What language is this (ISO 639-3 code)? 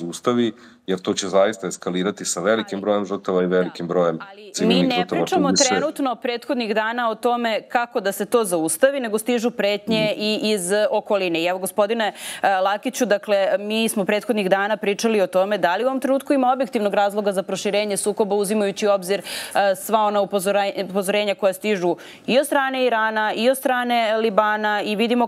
srp